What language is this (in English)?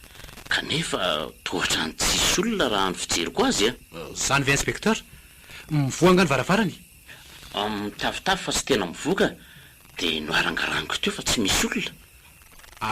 Malagasy